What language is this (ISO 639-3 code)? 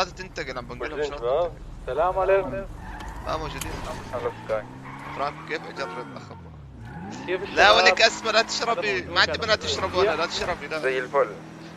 apc